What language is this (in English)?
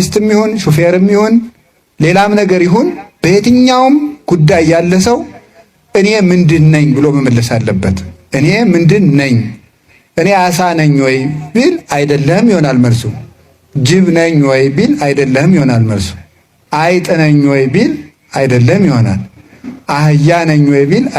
Amharic